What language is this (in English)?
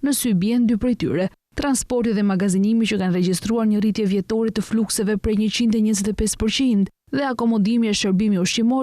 Albanian